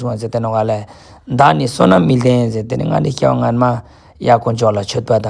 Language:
Ladakhi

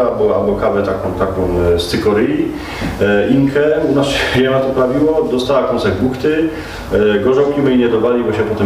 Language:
Silesian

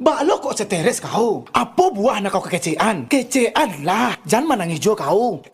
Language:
Minangkabau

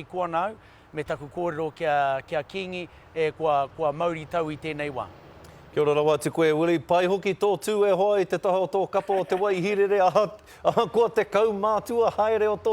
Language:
Māori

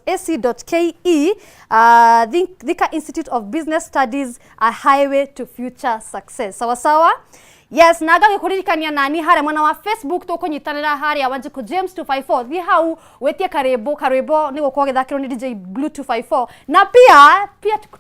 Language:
Kikuyu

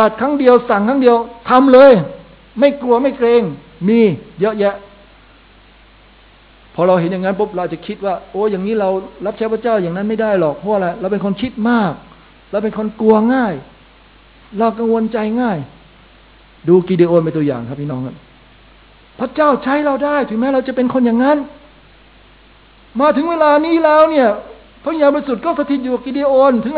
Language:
Thai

